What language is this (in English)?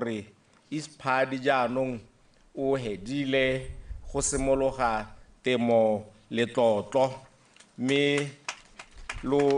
Tswana